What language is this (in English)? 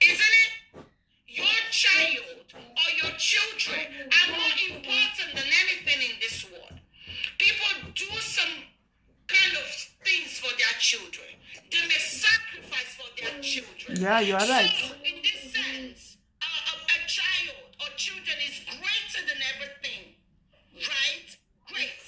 Nigerian Pidgin